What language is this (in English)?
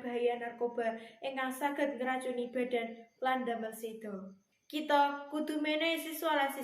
Javanese